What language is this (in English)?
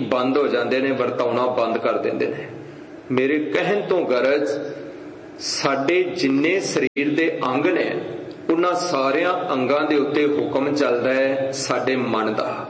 Punjabi